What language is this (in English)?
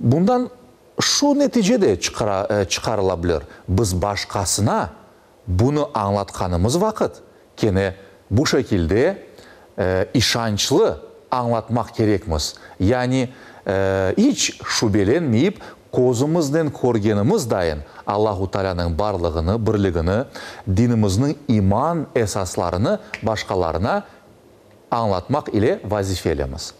Crimean Tatar